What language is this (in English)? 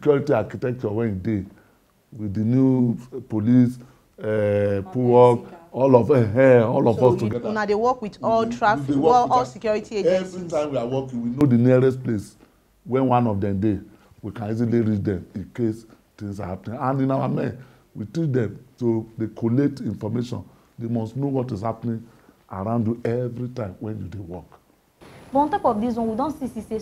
Nigerian Pidgin